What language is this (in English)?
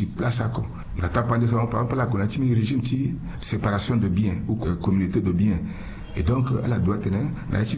Sango